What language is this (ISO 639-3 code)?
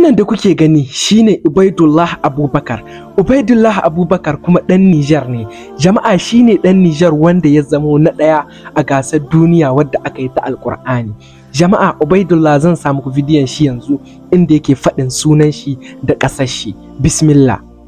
hau